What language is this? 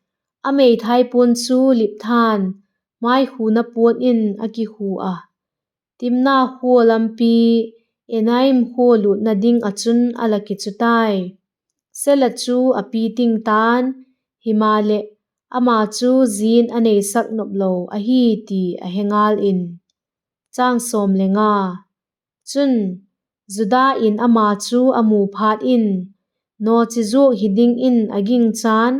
Vaiphei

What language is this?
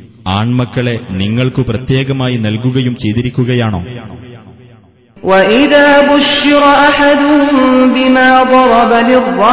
Malayalam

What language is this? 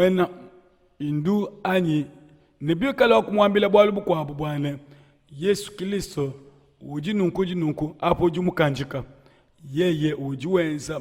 Luba-Lulua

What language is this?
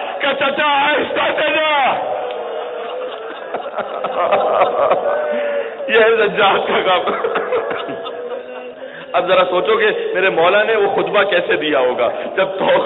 Urdu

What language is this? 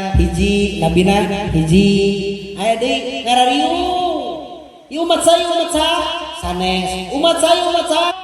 Sundanese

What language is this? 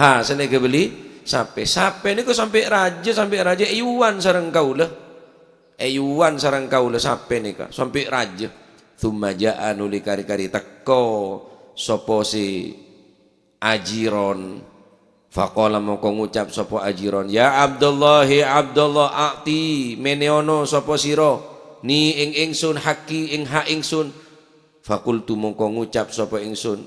Madurese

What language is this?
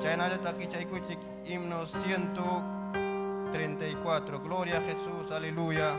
Ayacucho Quechua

